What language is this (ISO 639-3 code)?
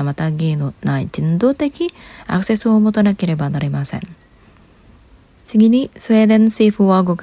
jpn